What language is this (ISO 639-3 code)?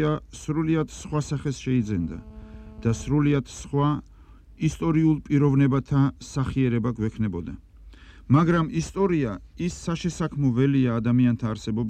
kat